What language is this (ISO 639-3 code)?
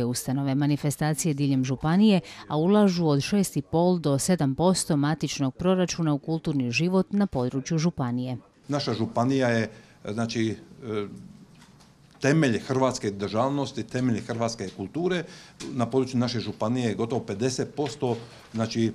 hrv